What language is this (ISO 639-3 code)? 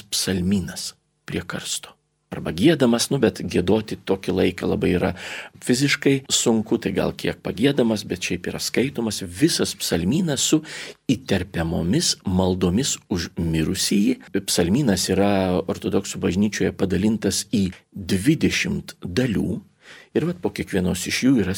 lit